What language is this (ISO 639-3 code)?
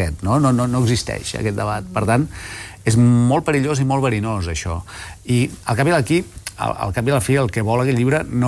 cat